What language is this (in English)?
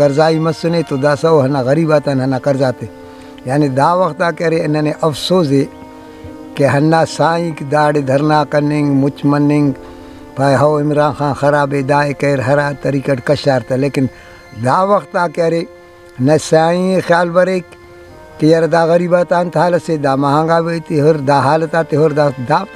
Brahui